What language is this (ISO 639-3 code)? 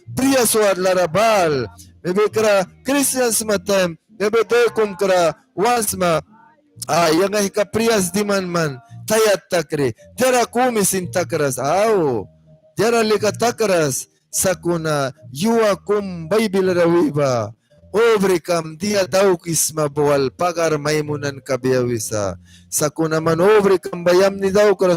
miq